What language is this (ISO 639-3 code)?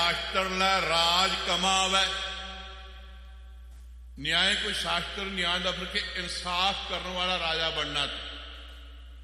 pan